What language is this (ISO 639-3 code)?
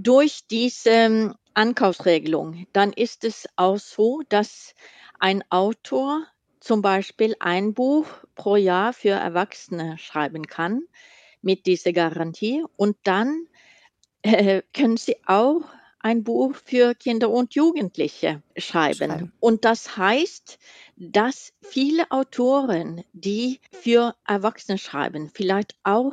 deu